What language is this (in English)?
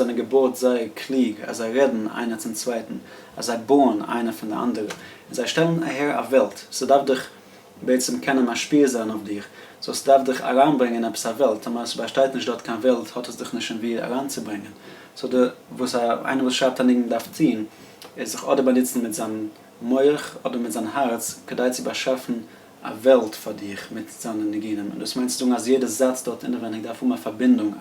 Yiddish